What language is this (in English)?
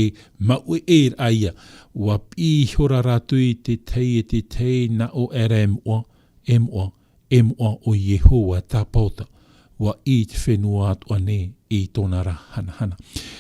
Tahitian